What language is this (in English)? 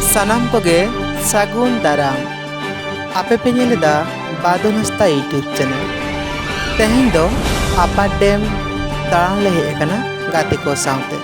Santali